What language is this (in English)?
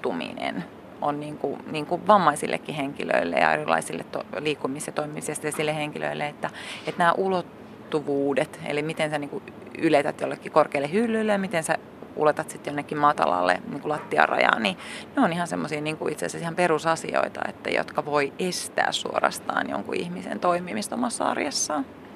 Finnish